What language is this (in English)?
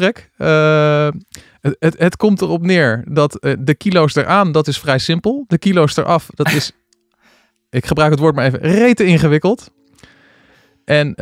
Dutch